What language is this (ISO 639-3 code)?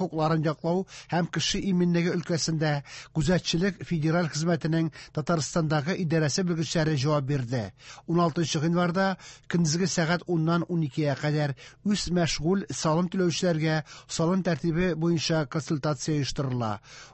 tat